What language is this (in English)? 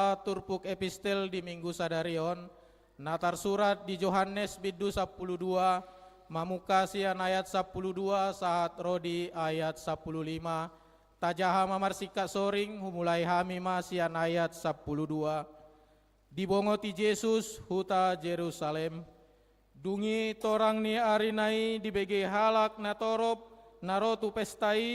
Batak Toba